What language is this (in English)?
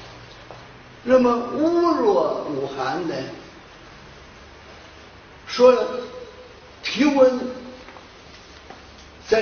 Chinese